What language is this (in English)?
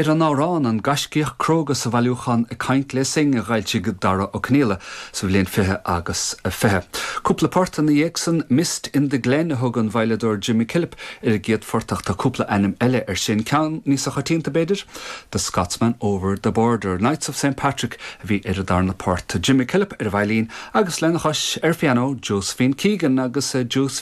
Irish